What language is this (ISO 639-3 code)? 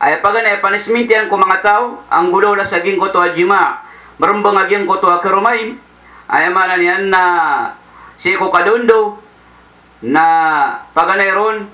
mrw